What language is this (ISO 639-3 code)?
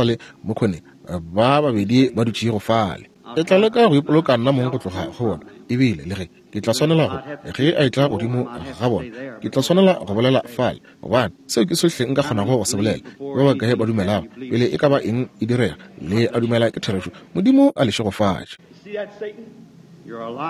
nso